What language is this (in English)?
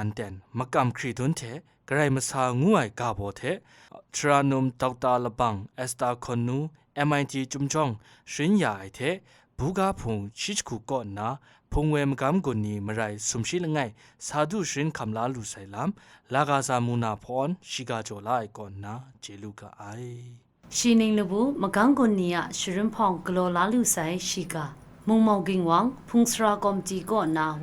Kachin